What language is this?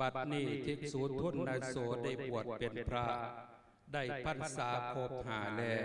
Lao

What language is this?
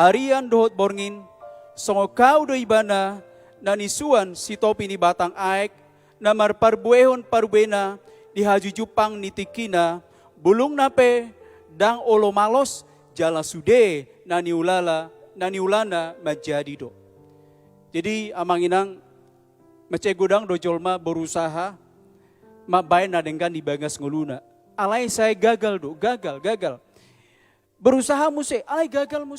Batak Toba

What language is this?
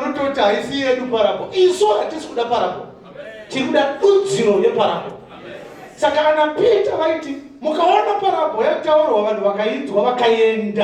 Shona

